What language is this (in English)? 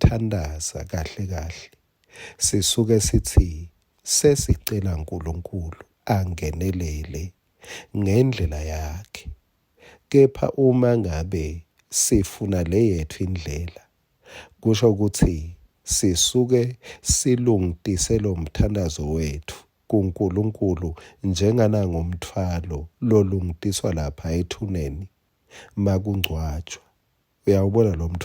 Swati